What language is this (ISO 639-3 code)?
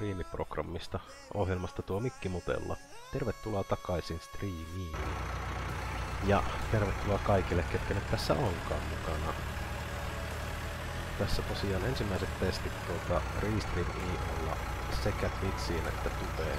fin